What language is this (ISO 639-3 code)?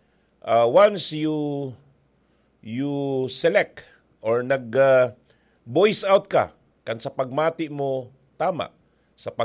bik